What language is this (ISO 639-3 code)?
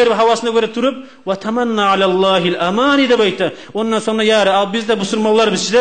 kum